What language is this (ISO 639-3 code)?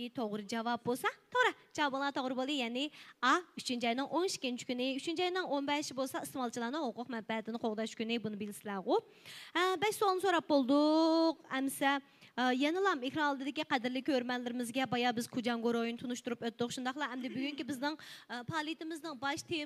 uig